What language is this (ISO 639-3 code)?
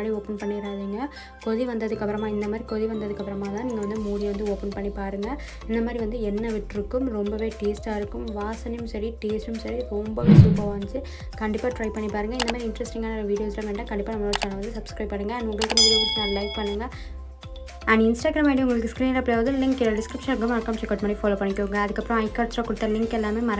tam